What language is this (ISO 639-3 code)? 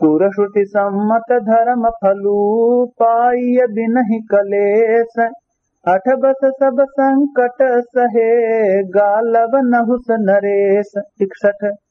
awa